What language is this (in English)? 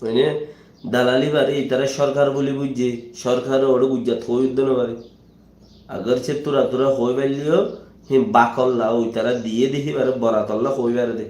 Rohingya